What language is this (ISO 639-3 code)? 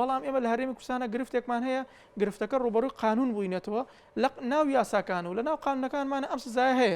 ckb